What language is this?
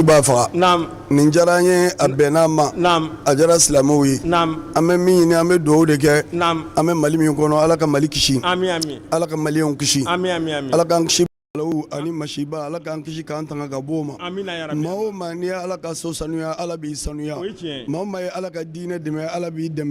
Bambara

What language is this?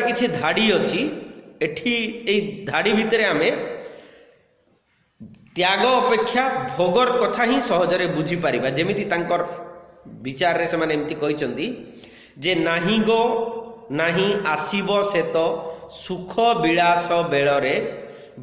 Odia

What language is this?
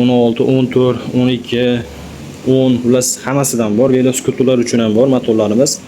Uzbek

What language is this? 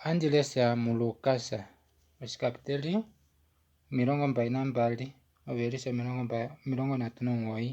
Kuanyama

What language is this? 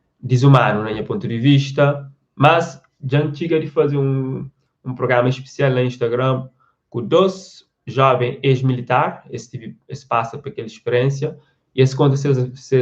Kabuverdianu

